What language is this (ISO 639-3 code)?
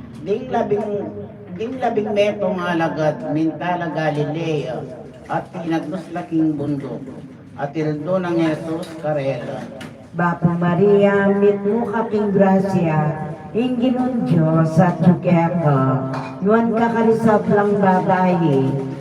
pam